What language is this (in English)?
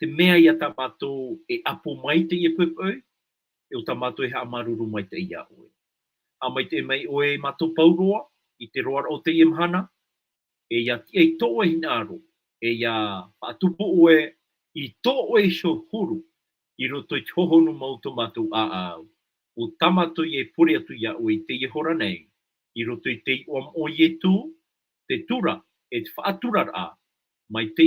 Tahitian